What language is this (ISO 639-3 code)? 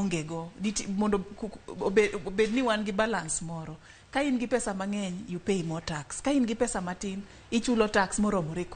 luo